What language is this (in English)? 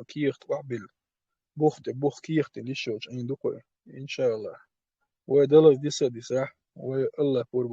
Chechen